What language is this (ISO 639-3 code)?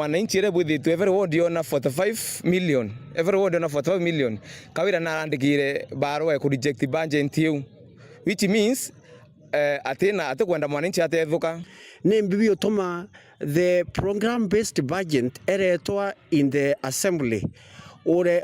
mer